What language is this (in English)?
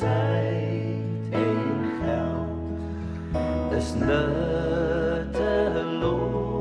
Afrikaans